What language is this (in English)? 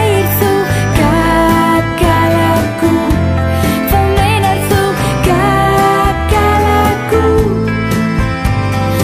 Icelandic